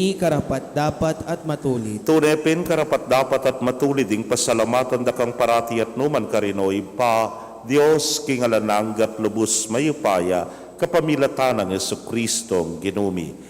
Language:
Pampanga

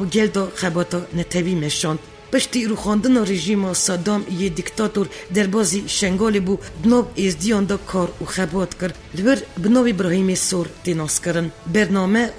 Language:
Kurdish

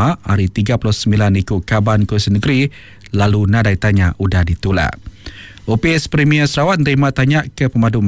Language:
Iban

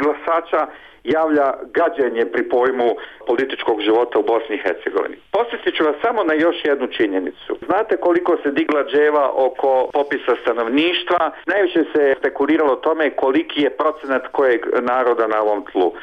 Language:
Bosnian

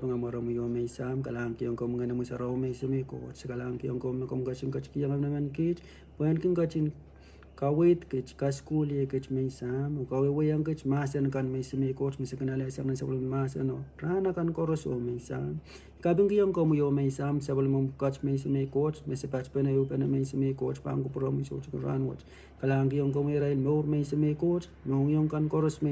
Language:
Pohnpeian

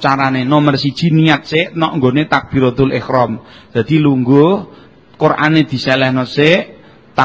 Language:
Javanese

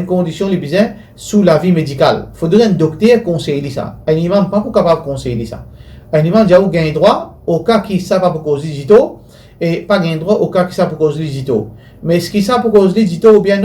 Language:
Morisyen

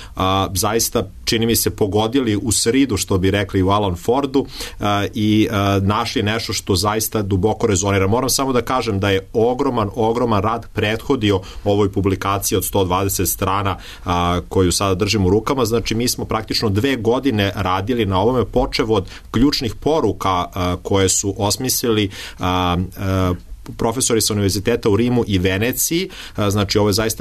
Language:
Serbian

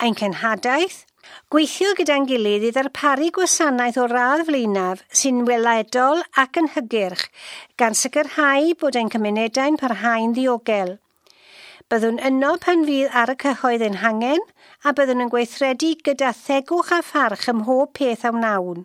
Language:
Welsh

